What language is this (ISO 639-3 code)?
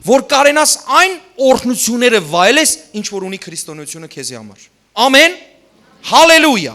hyw